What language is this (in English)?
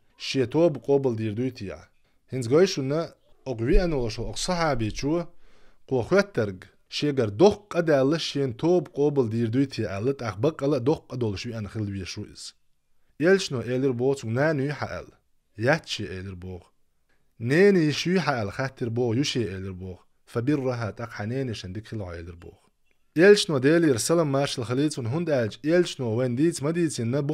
Chechen